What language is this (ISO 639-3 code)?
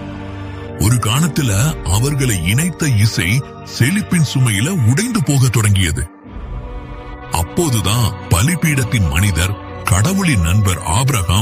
tam